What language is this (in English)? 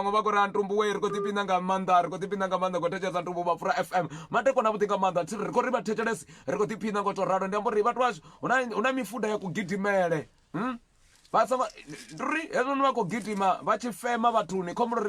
Venda